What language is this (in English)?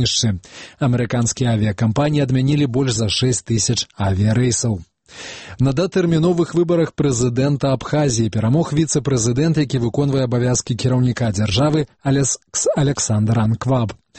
Belarusian